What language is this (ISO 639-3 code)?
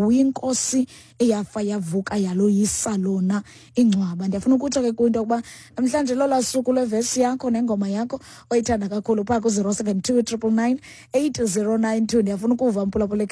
xho